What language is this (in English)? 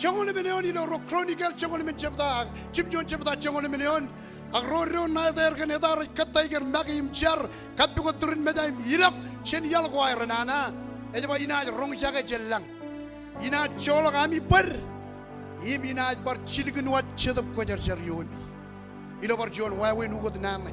Marshallese